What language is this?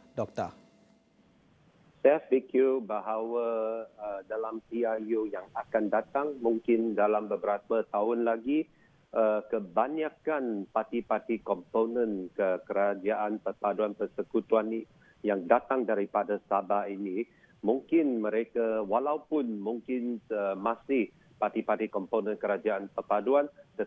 Malay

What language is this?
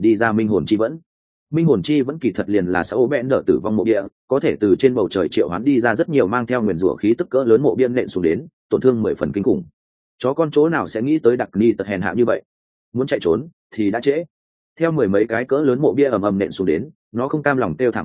Vietnamese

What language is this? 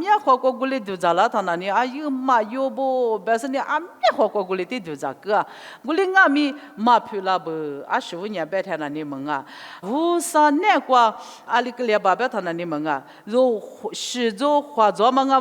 Lisu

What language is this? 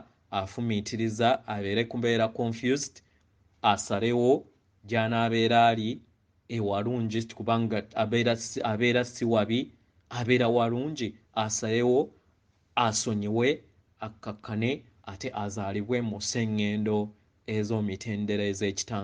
Ganda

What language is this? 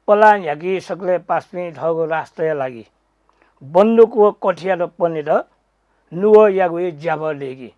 Newari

